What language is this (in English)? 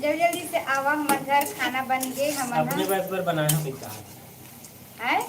Chhattisgarhi